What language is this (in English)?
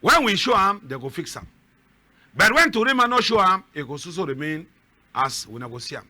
Cameroon Pidgin